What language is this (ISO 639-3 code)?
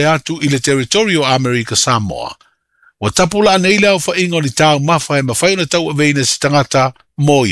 smo